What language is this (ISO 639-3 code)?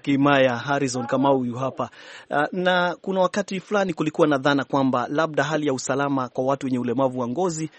swa